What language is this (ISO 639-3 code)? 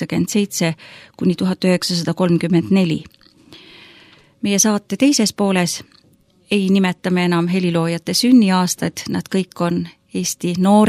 est